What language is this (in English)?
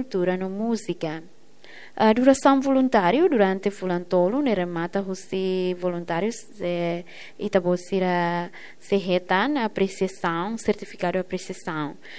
Tetum